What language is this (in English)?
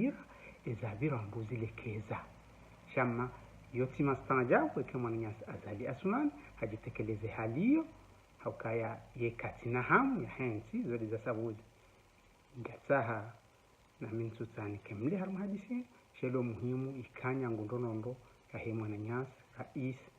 Ngazidja Comorian